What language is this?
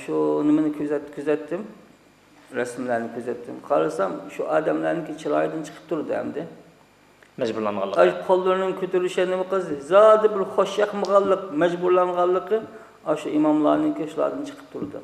Uyghur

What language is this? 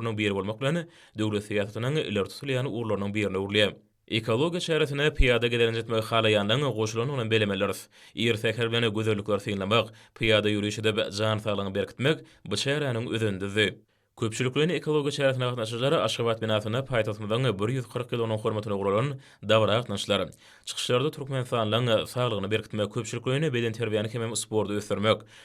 Turkmen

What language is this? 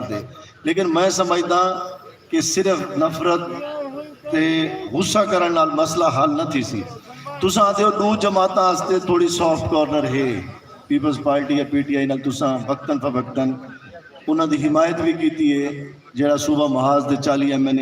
Saraiki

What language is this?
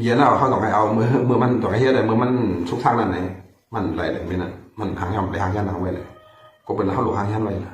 Shan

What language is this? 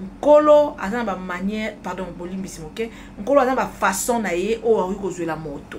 Lingala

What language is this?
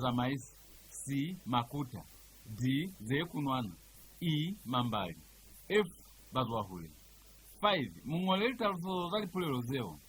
Lozi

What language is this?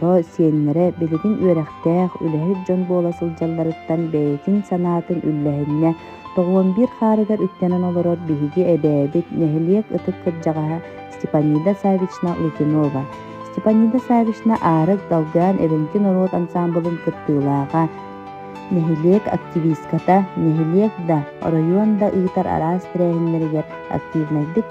Yakut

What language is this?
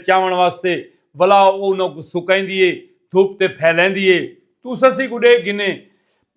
Saraiki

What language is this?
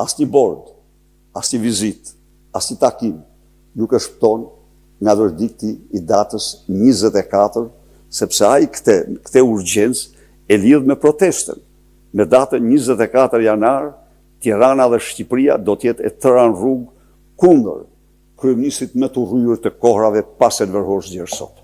Albanian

